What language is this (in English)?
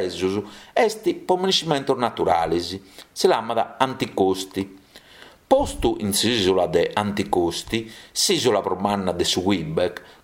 Sardinian